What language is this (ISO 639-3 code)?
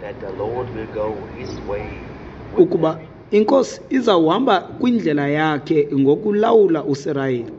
xho